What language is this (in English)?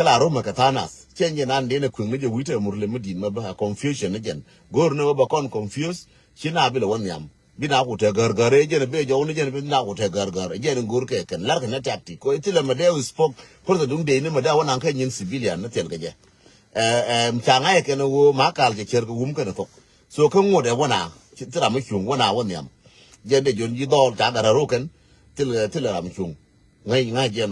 Nuer